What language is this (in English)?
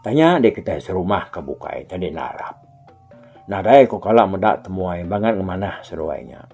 Iban